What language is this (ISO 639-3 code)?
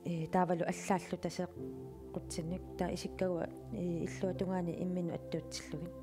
kal